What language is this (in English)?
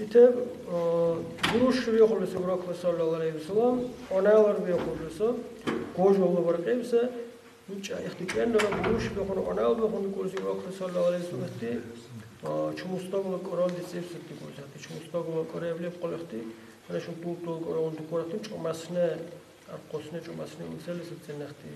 Dargwa